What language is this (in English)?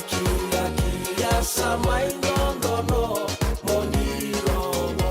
Fijian